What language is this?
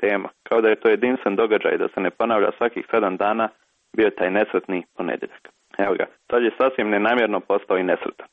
Croatian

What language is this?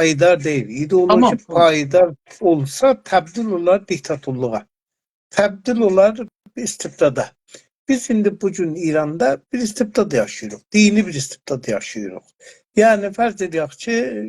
South Azerbaijani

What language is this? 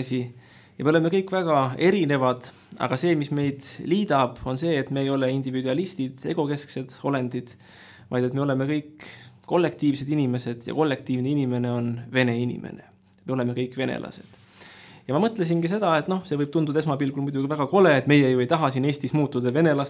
Estonian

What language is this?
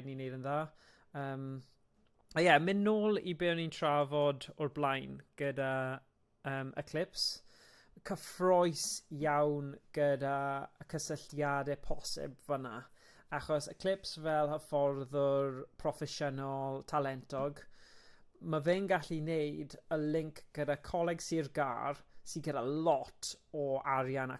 Welsh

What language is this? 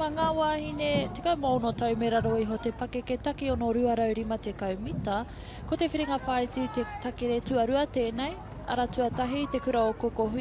Māori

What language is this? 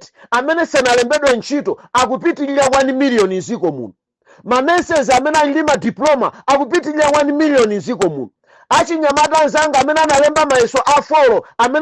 Nyanja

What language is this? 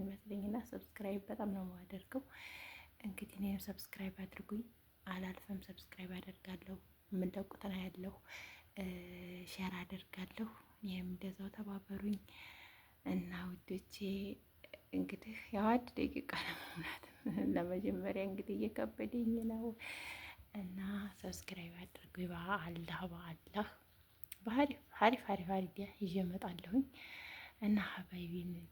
Amharic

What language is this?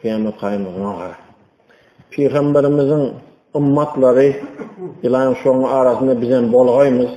Turkmen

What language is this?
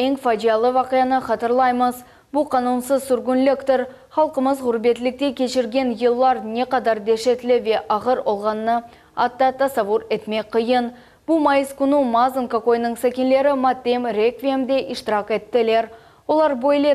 Crimean Tatar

